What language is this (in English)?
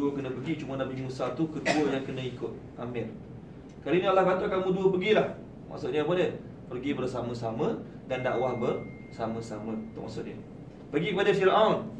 Malay